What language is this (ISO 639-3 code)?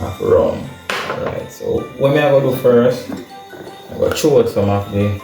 jam